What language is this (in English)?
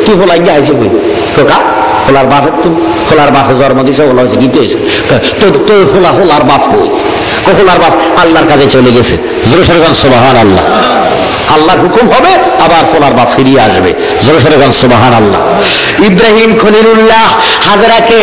Bangla